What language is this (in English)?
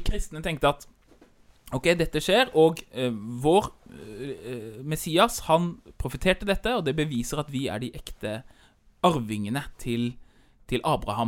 Norwegian